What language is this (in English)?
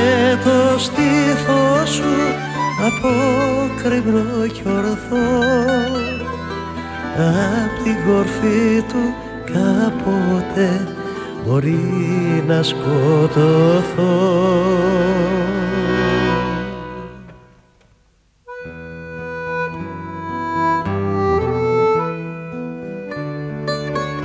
Greek